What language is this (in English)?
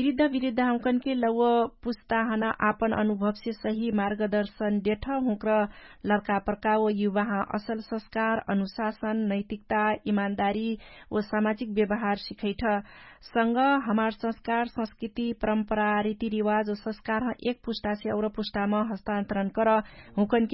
Dangaura Tharu